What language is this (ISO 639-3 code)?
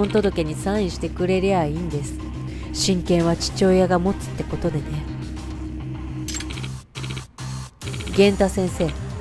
jpn